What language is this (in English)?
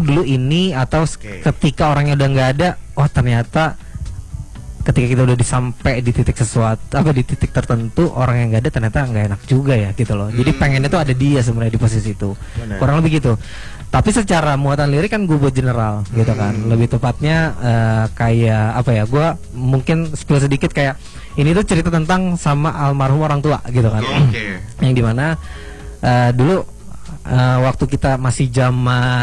Indonesian